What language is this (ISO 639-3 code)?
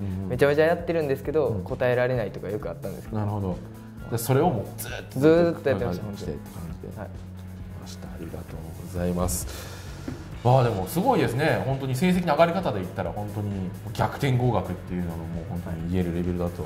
jpn